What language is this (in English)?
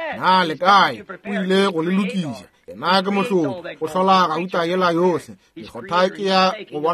Northern Sotho